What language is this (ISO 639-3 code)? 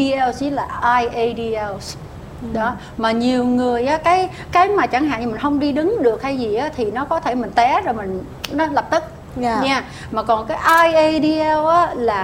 vie